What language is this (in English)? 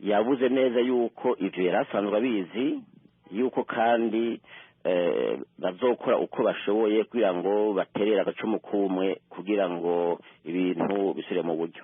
Rundi